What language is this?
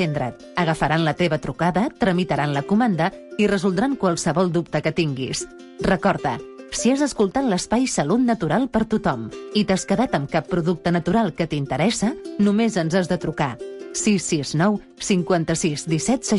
Catalan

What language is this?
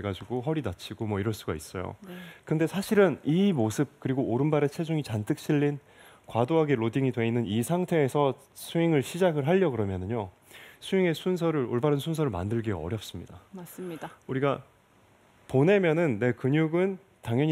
Korean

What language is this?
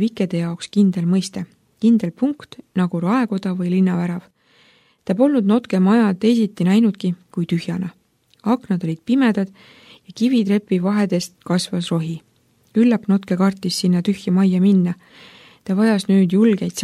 Estonian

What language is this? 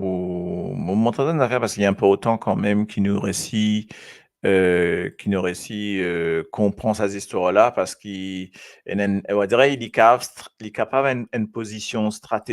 Morisyen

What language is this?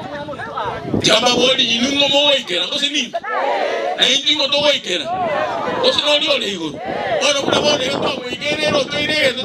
Gusii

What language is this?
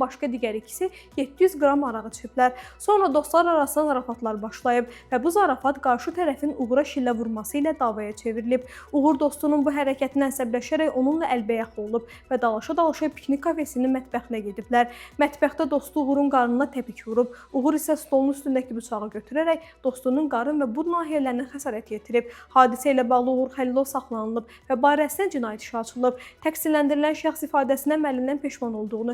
Azerbaijani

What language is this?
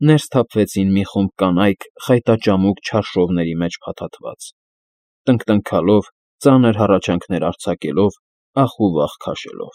Armenian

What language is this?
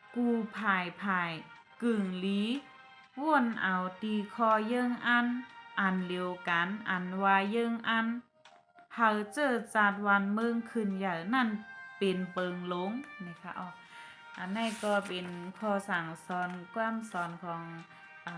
Shan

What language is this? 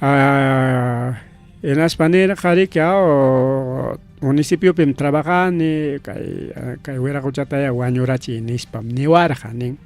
Ayacucho Quechua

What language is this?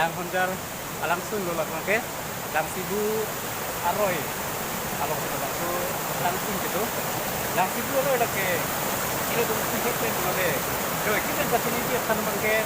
Karbi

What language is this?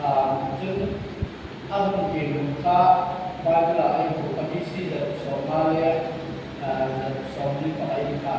Hmar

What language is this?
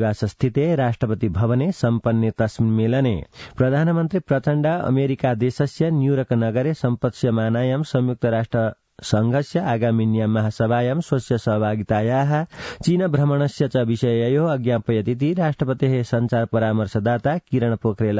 Sanskrit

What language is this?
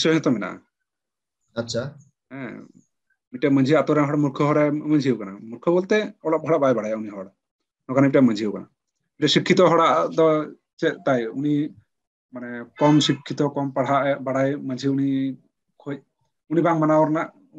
Santali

